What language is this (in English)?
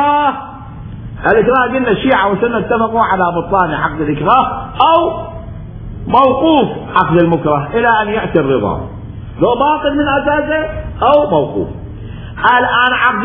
Mesopotamian Arabic